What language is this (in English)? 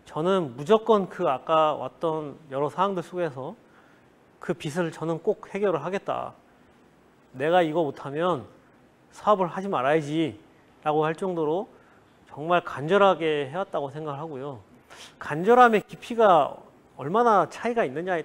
Korean